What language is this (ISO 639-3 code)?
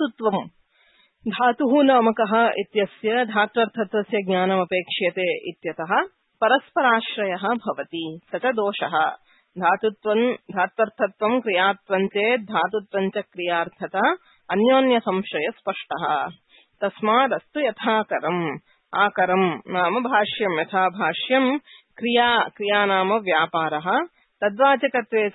san